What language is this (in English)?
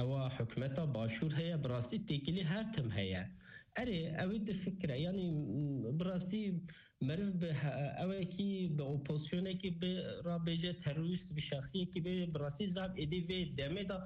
Kurdish